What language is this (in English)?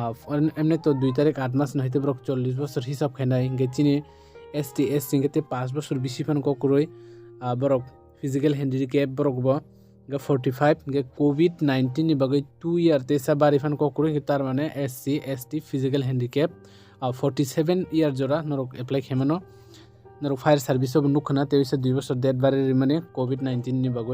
Kok Borok